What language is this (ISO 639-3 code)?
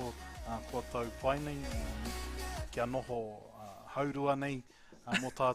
mri